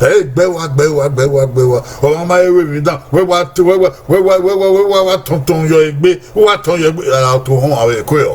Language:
Bini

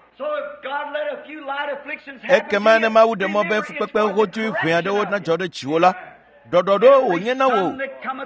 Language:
Ewe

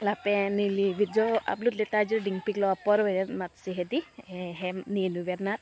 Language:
Karbi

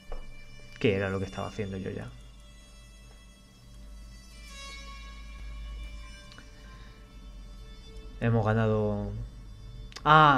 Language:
Spanish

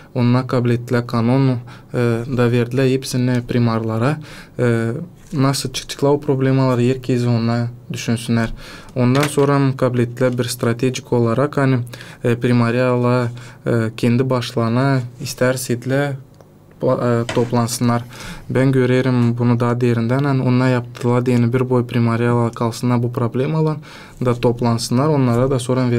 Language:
Gagauz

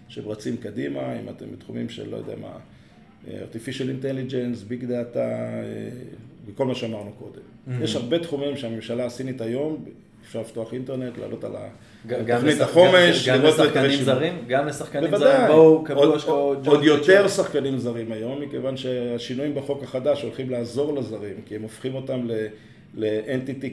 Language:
Hebrew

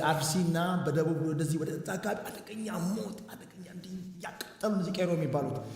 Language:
Amharic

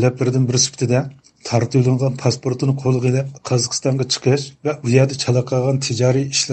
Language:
Uyghur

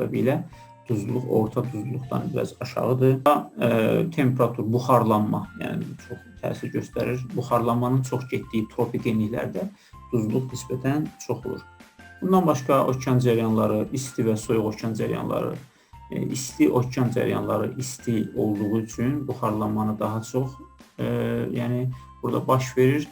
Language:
Azerbaijani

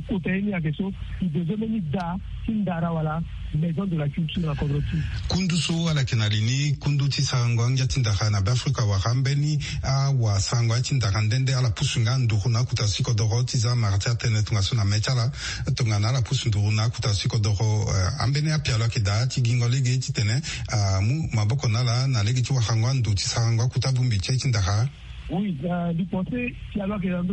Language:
Sango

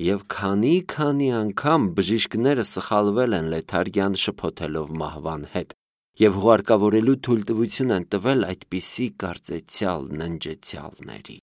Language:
Armenian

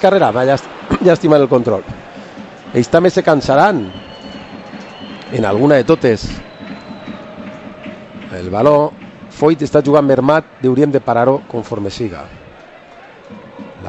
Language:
Catalan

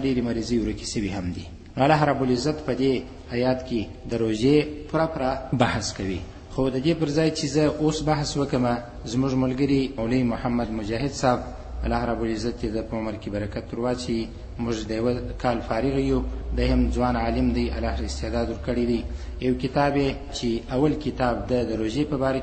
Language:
Pashto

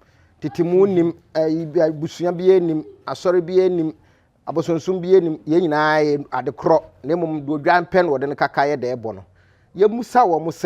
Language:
Akan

